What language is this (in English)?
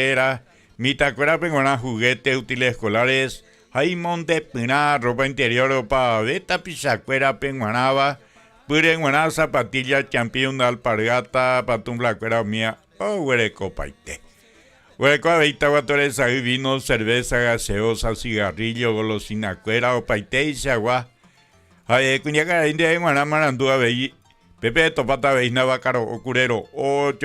Guarani